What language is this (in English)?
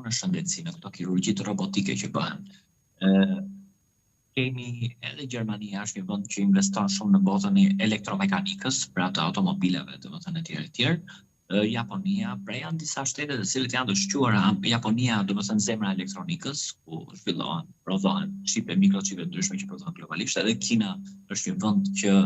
Albanian